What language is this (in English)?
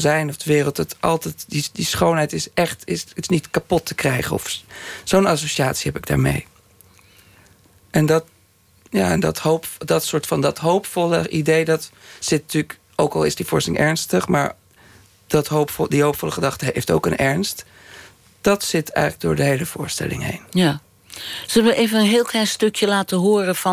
Dutch